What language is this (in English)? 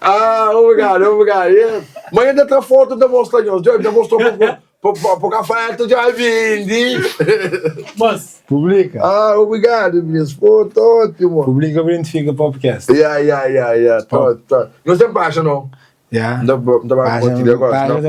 Kabuverdianu